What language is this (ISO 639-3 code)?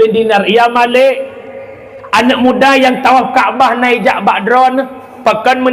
ace